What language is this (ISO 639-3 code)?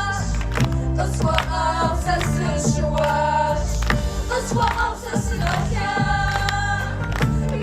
kbd